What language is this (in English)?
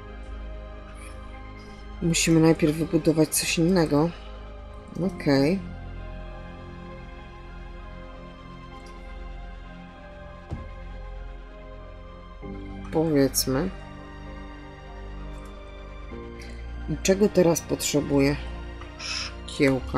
Polish